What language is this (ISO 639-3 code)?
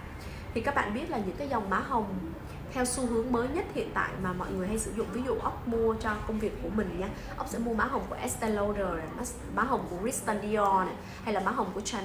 vie